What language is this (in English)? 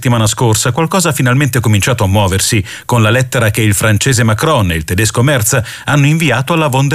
Italian